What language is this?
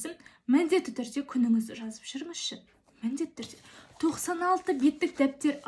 Kazakh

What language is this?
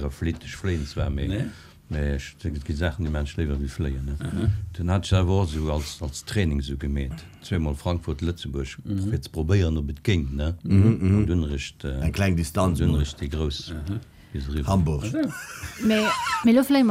Luxembourgish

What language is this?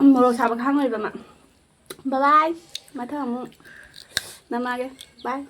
Manipuri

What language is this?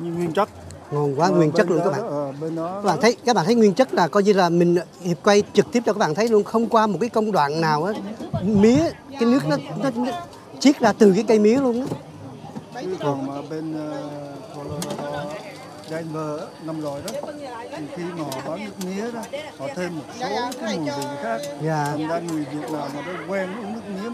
Vietnamese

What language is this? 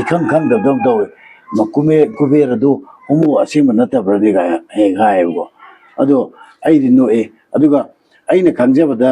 Manipuri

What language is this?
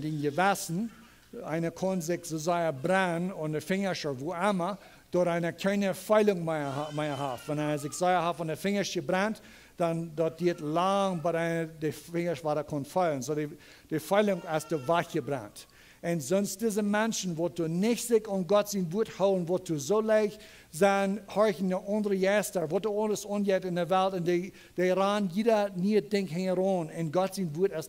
Plautdietsch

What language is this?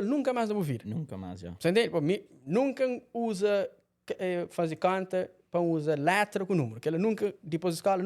Kabuverdianu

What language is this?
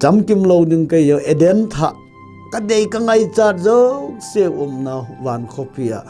Thado Chin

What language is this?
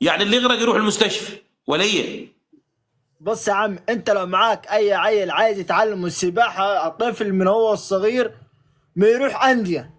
Egyptian Arabic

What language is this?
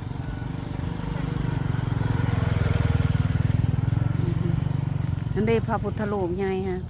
Lao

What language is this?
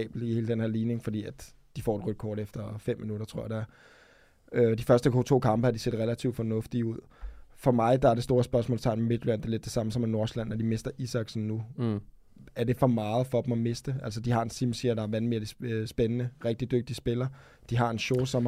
Danish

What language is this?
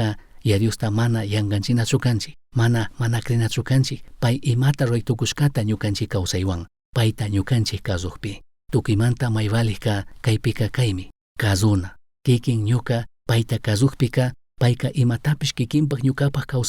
Chimborazo Highland Quichua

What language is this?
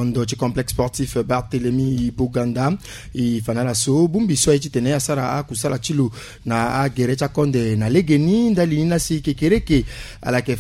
Sango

